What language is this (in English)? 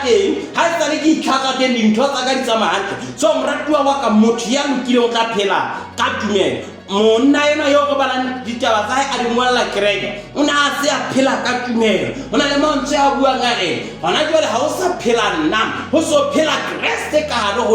Southern Sotho